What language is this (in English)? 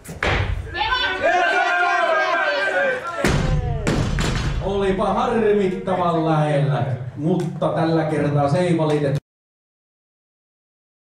Finnish